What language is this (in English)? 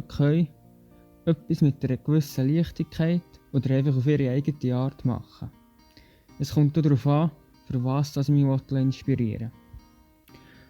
Swiss German